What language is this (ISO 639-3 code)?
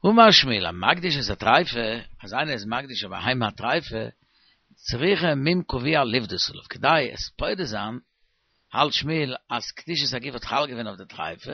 yid